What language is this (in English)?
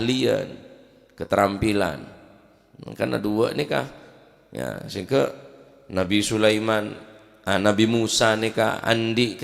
Madurese